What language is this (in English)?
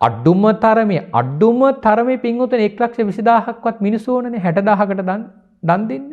Sinhala